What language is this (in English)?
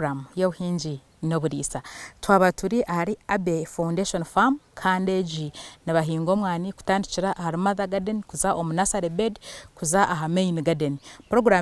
Nyankole